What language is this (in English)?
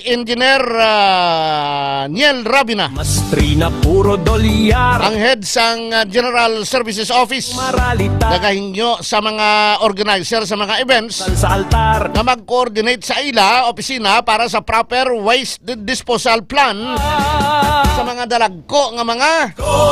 Hiligaynon